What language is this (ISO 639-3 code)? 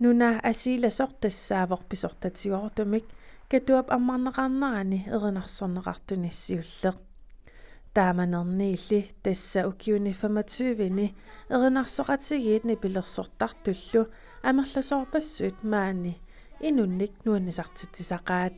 kal